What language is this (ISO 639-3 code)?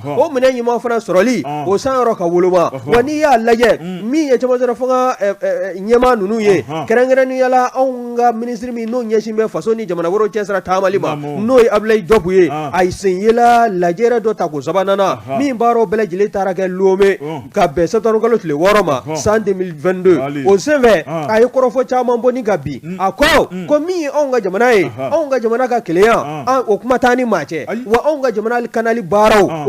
bam